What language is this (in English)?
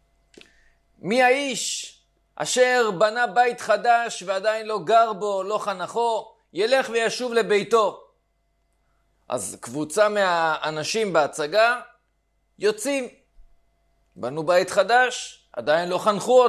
Hebrew